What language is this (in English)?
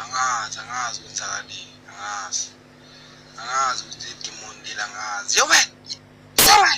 Zulu